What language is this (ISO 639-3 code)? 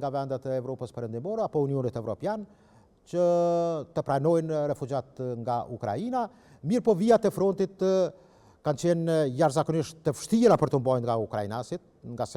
sqi